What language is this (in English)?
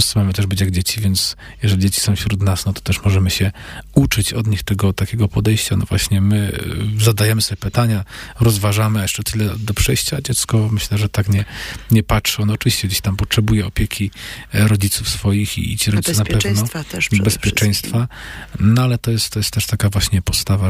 Polish